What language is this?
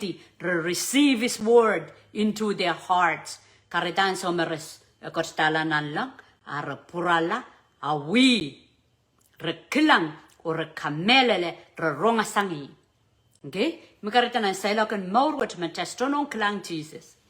Pohnpeian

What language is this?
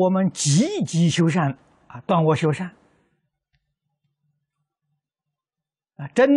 Chinese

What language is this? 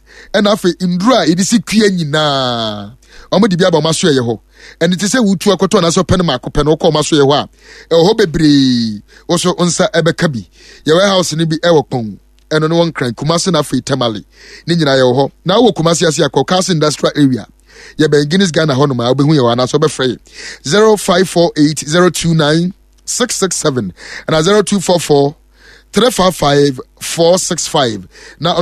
Akan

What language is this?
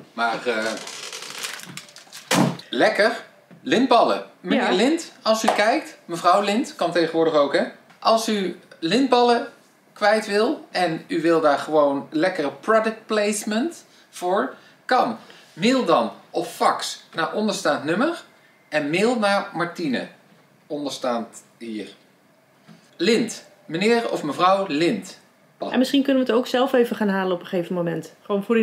Dutch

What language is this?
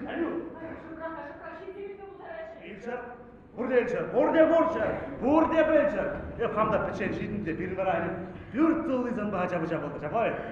Chuvash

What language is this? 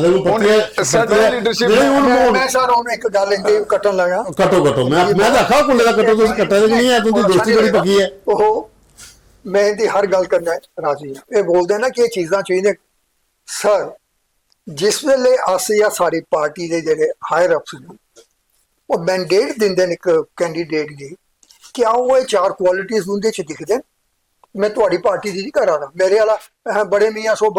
Dogri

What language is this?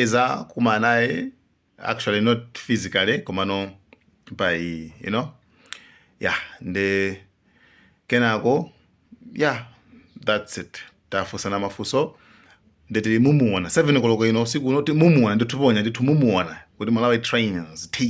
Nyanja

